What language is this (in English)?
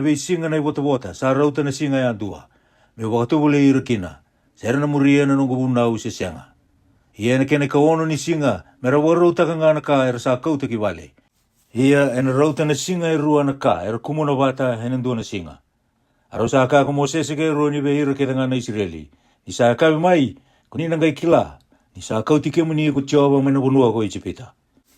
Fijian